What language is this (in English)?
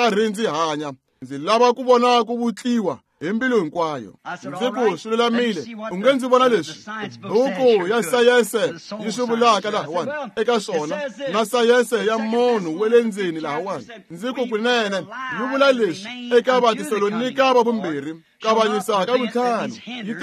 Tsonga